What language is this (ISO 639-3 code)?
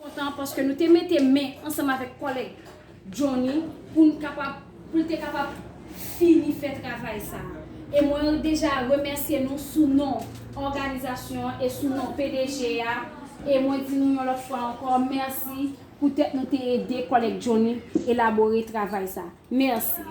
hat